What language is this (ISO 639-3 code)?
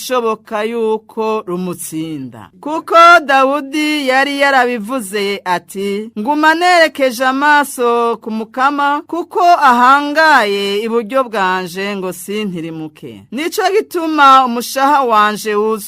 run